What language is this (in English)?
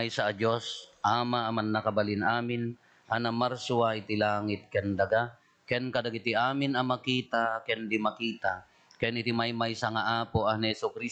Iloko